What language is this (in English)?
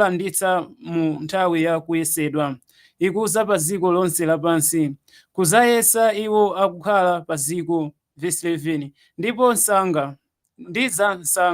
Nyanja